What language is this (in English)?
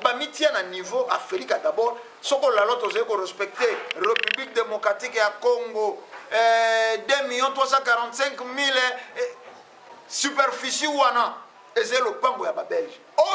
Lingala